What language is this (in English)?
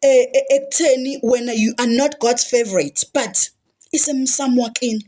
Zulu